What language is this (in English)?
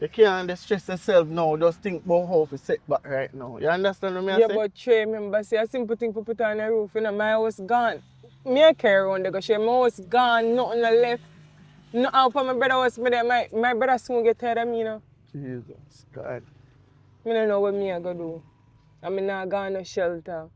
Jamaican Creole English